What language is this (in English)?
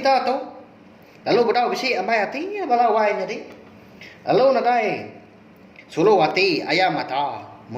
Iban